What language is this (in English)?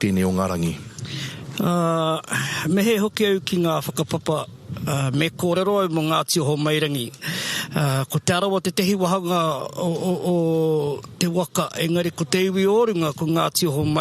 Māori